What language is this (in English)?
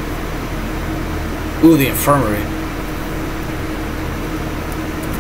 English